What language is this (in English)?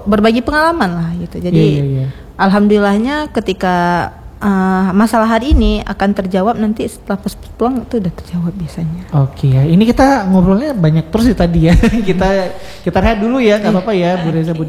Indonesian